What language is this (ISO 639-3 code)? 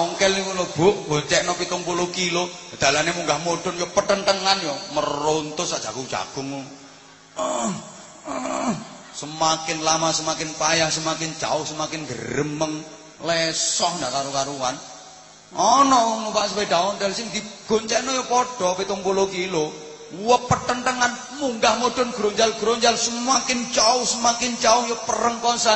jav